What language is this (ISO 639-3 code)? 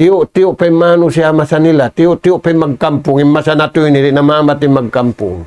tsg